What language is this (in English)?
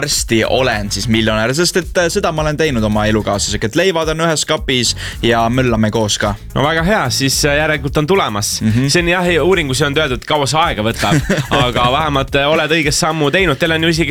Estonian